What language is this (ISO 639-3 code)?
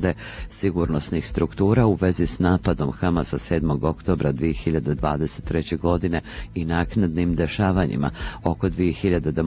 bos